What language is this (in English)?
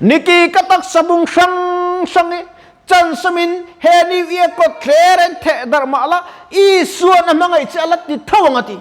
Mizo